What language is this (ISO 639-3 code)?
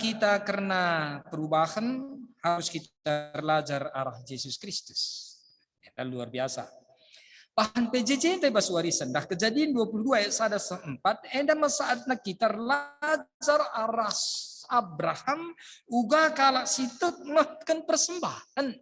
btx